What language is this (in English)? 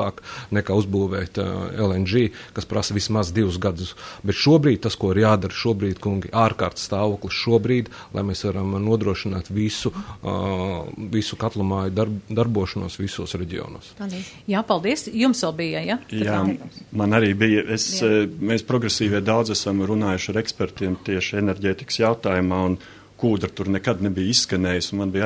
Latvian